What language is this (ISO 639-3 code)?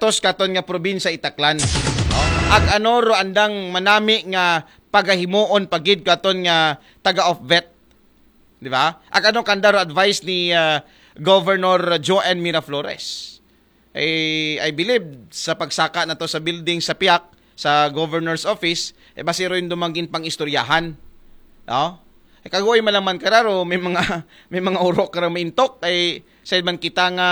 akl